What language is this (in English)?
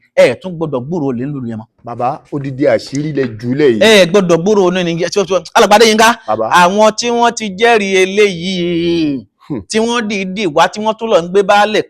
Yoruba